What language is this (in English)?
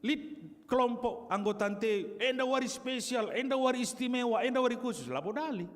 Batak Karo